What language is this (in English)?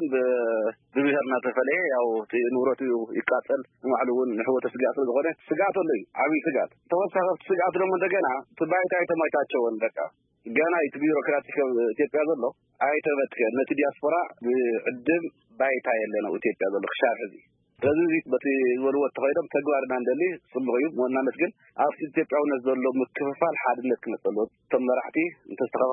Tigrinya